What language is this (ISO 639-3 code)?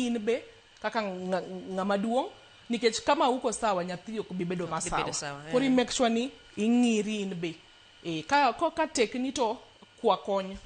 luo